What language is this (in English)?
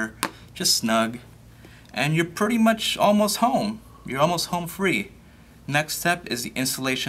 English